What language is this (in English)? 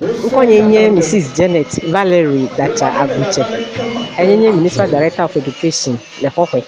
Ewe